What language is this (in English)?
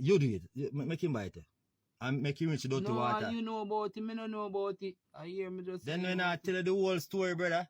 Jamaican Creole English